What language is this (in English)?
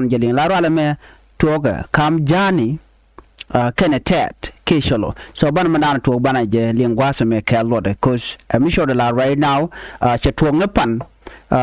Nuer